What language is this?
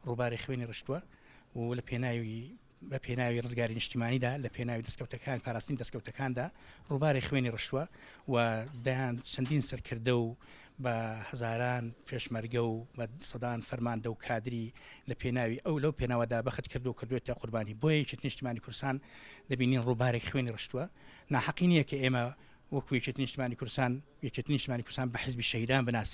Central Kurdish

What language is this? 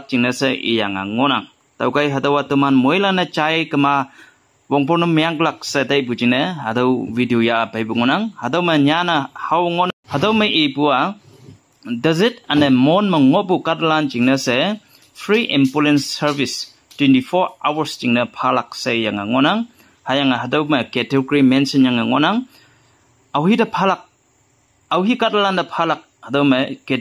Konyak Naga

